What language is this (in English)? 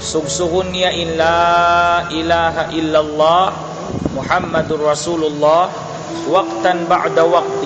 Tausug